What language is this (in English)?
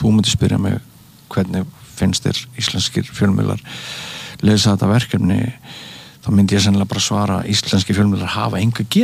Icelandic